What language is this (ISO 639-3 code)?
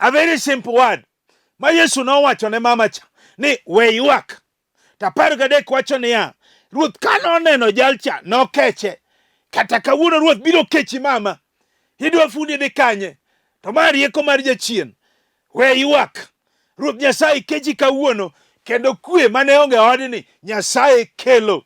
luo